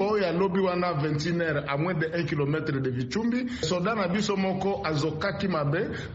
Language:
Lingala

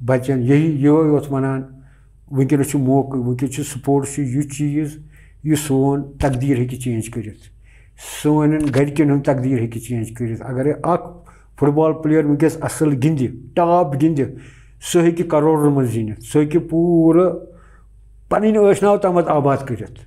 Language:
Kashmiri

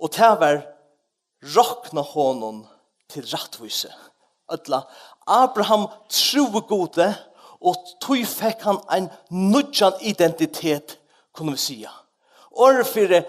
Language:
Faroese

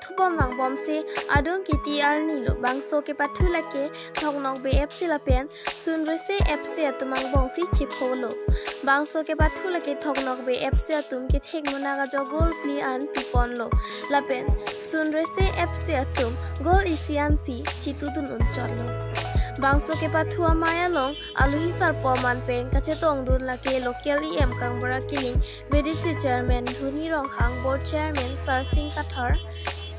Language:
Karbi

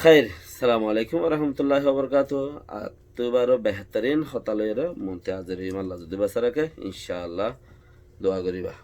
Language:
Rohingya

